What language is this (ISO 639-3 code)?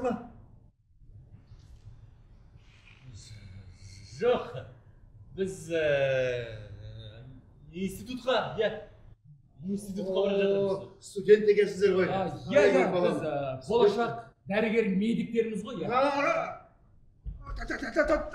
kaz